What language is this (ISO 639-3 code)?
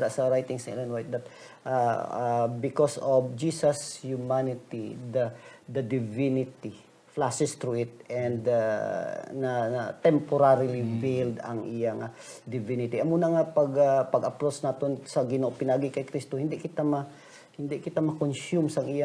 hil